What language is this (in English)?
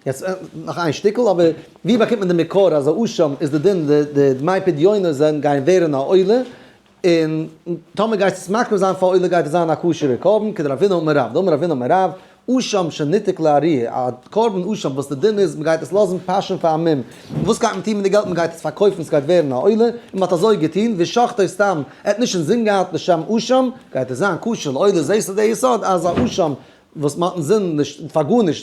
Yiddish